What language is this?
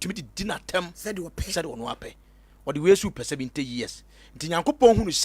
Akan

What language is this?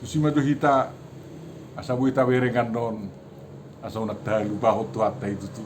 Batak Toba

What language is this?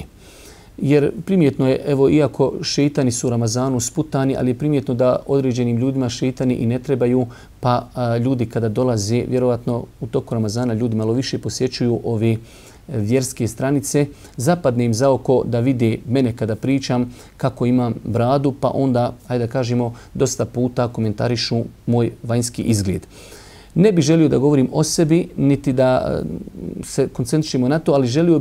Bosnian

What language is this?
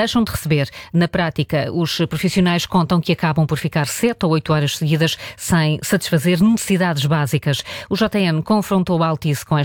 Portuguese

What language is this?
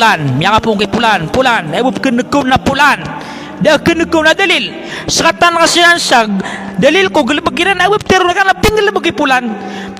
Maranao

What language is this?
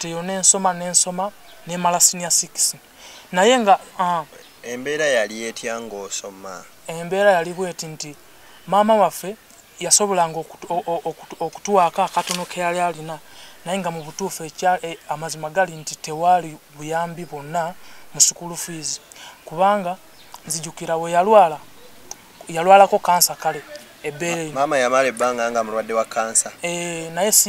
Ganda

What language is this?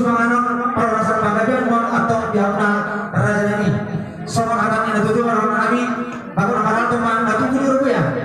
Batak Toba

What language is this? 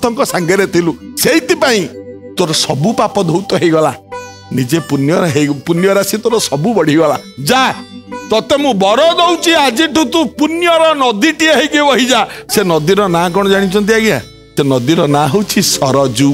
Odia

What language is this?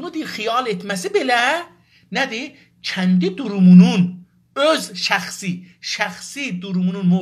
South Azerbaijani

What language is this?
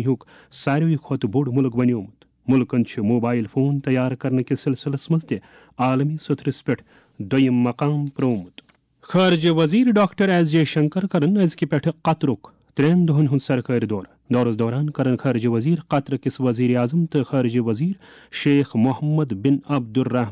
Kashmiri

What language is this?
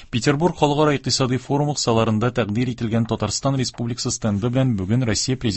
Tatar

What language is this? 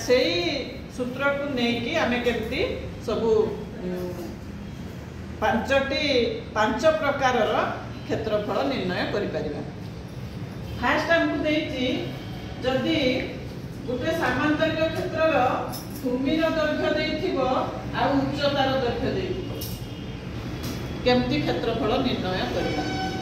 Odia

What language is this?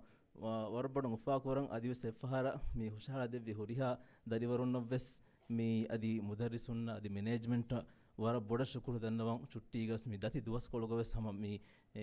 Divehi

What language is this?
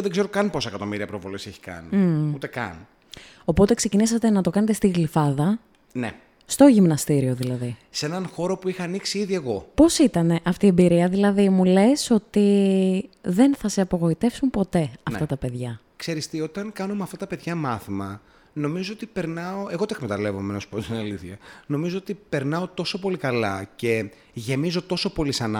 Greek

